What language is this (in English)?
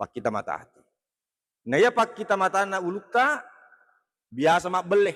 Buginese